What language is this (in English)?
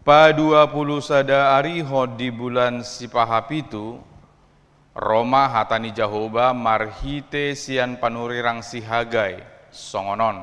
Batak Toba